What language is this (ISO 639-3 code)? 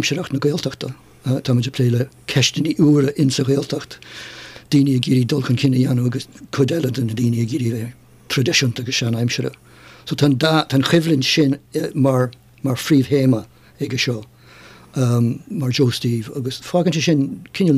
gle